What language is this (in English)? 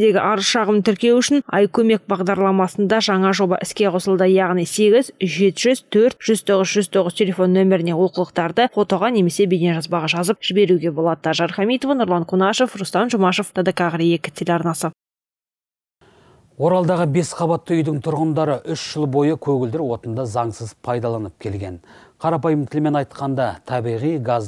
Kazakh